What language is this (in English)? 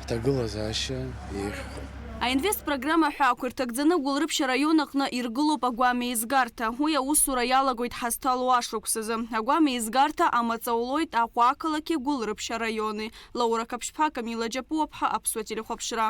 Abkhazian